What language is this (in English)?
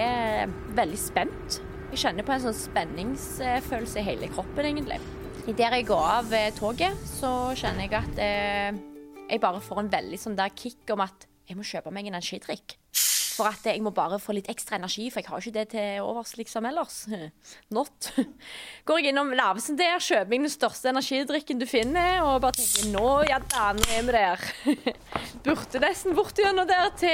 Norwegian